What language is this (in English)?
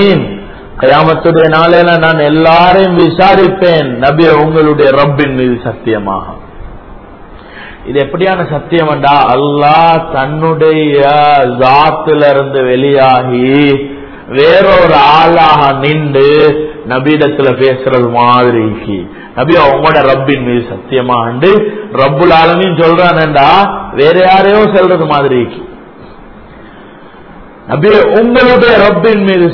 Tamil